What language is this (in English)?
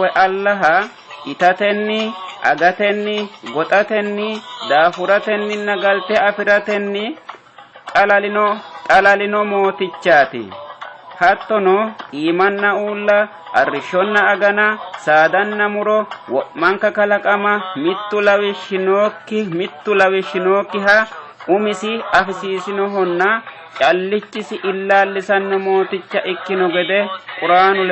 Sidamo